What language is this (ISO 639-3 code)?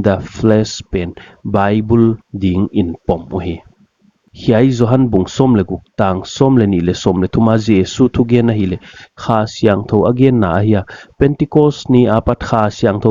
pck